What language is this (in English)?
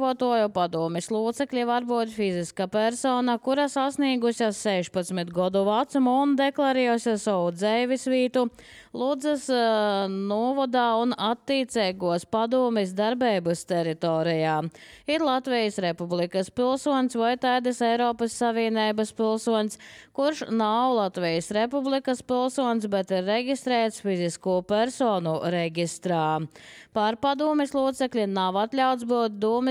Latvian